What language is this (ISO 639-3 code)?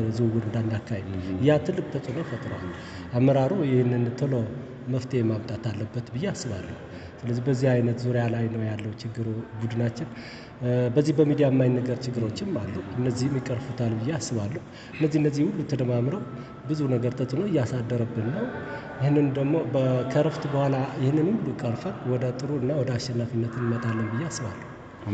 amh